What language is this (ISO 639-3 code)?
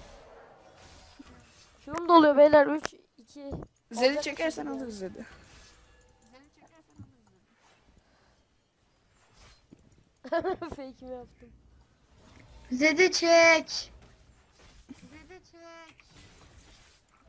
tur